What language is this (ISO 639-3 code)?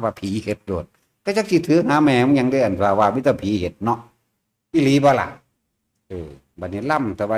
tts